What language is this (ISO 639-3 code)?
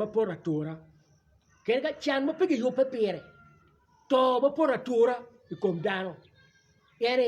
ach